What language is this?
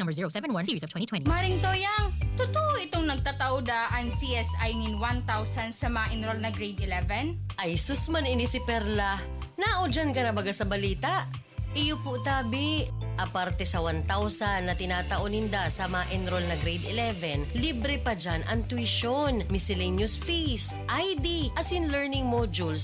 Bikol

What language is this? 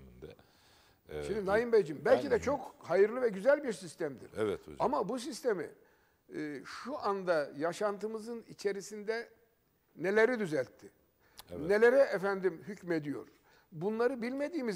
Turkish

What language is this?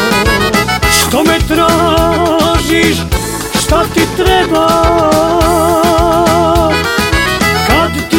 Serbian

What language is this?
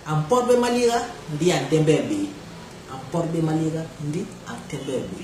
Basaa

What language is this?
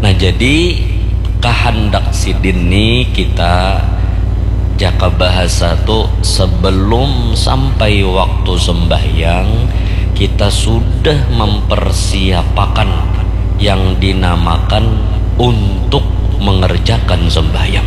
Banjar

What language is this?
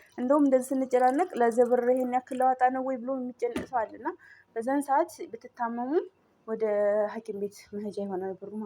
Amharic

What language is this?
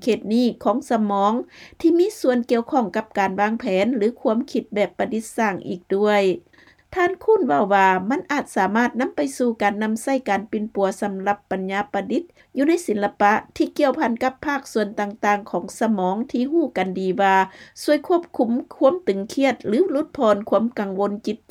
Lao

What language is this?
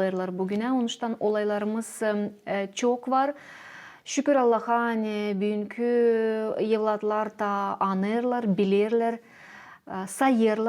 Gagauz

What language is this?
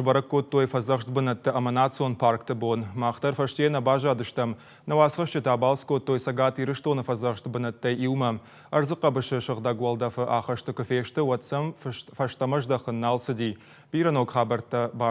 Ossetic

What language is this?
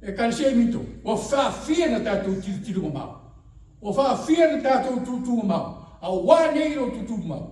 Samoan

